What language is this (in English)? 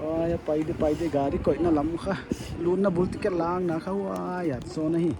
Paite Chin